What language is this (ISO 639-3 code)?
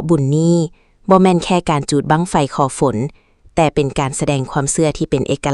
lao